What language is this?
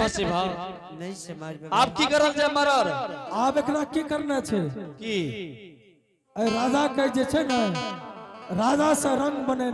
Angika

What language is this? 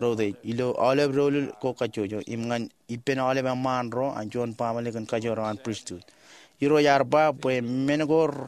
Marshallese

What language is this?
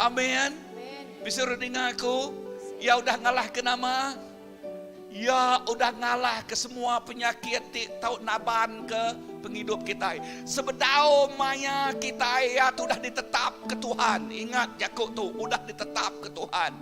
Iban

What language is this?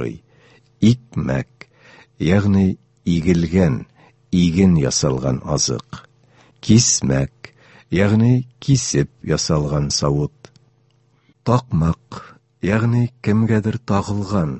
Tatar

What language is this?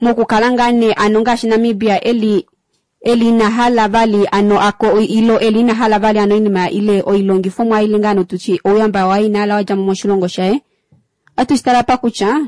Kuanyama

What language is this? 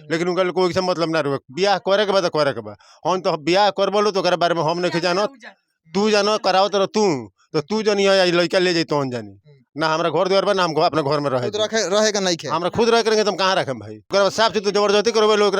Bhojpuri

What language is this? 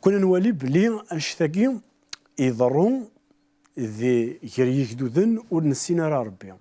Kabyle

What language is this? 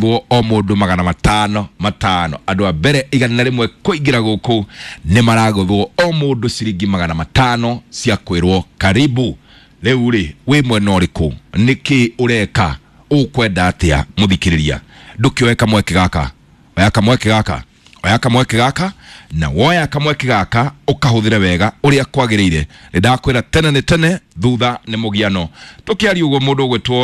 Kikuyu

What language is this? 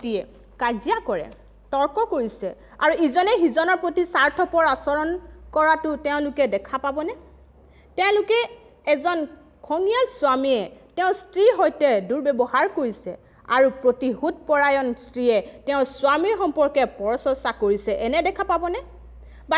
Assamese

